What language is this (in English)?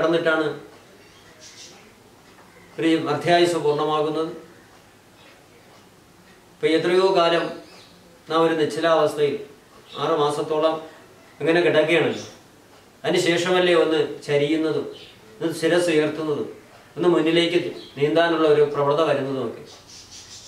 Malayalam